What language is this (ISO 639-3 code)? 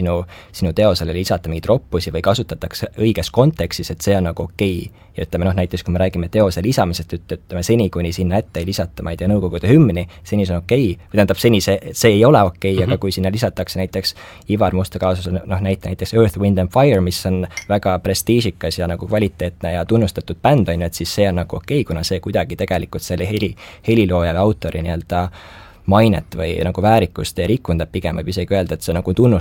est